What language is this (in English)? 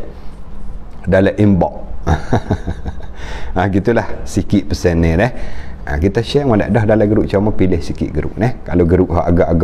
Malay